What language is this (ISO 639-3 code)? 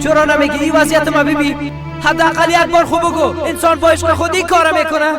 fas